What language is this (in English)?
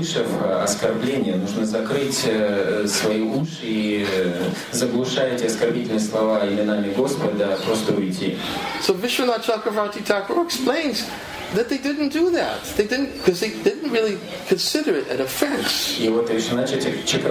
Russian